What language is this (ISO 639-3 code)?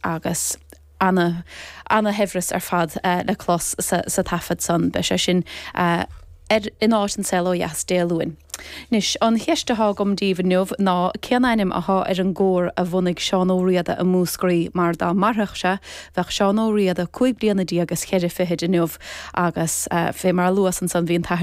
gle